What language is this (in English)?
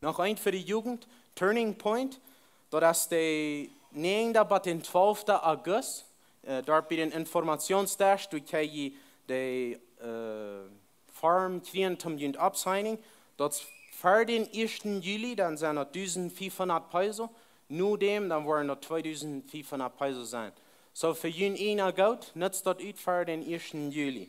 Plautdietsch